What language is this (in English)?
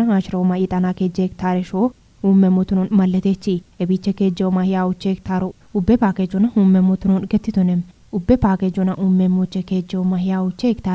Kafa